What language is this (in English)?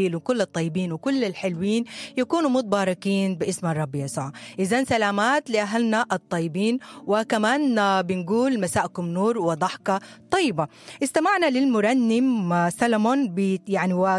Sudanese Arabic